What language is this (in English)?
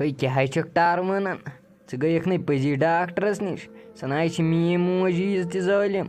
Kashmiri